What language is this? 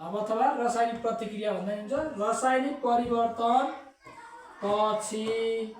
Nepali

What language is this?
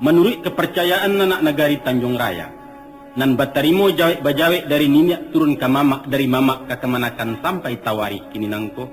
Minangkabau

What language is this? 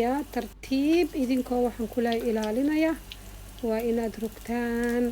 Somali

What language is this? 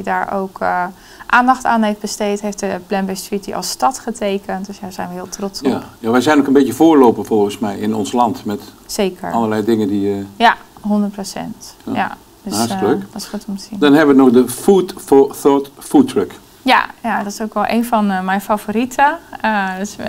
Dutch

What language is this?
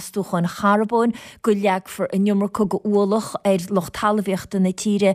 Irish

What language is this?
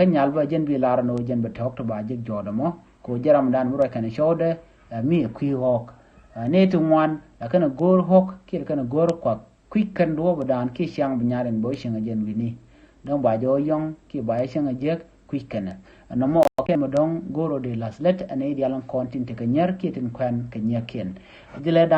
Nuer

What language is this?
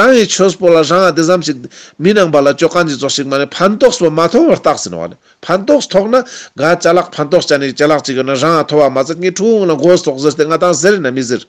Ladakhi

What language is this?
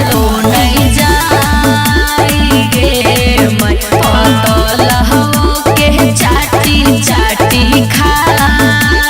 Magahi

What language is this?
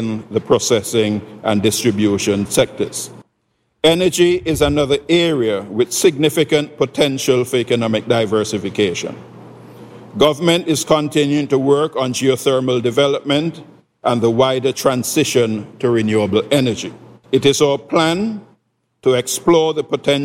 English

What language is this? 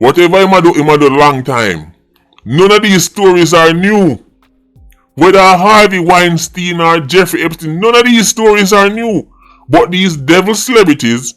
Jamaican Creole English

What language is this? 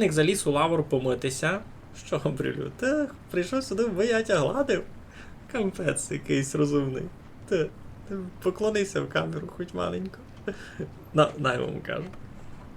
Rusyn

